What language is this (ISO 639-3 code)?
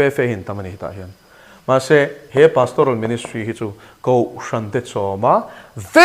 lus